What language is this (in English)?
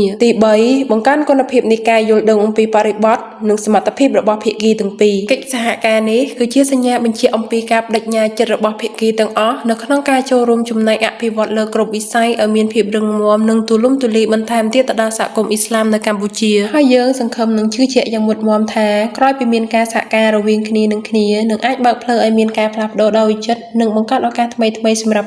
Khmer